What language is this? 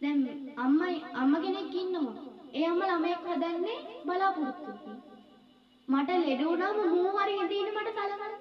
Sinhala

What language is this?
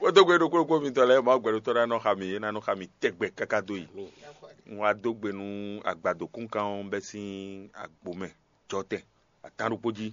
Fon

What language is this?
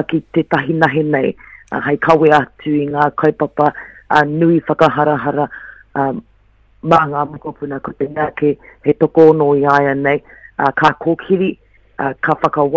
Māori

